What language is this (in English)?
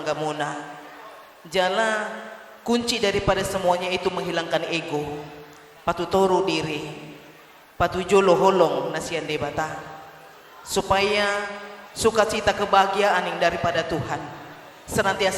Batak Toba